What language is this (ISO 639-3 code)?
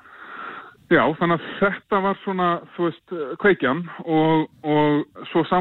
isl